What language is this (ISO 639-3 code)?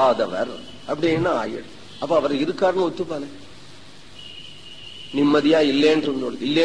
tam